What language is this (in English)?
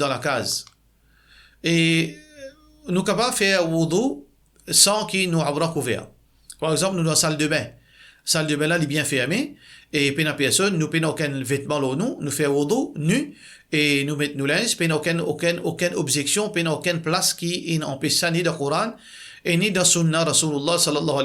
Morisyen